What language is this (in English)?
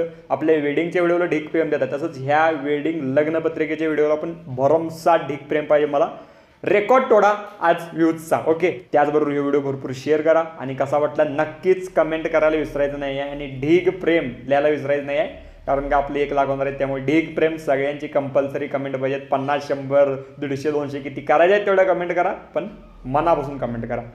Marathi